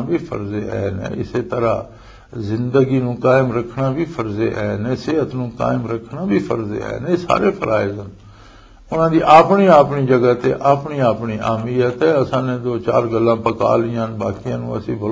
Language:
Western Panjabi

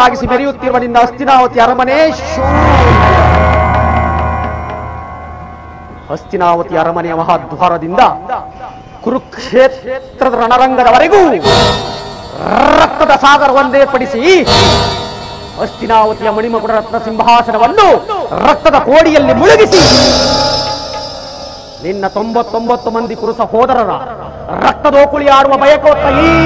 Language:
Kannada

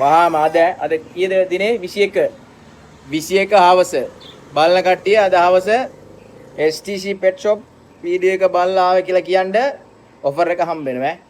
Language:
Sinhala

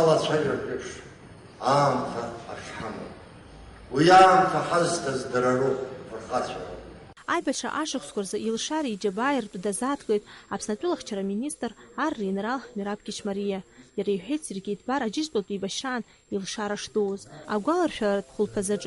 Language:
Abkhazian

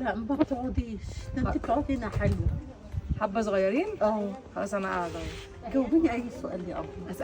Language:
Egyptian Arabic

